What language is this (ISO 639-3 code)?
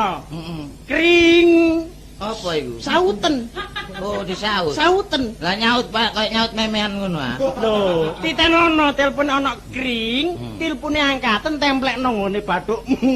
jav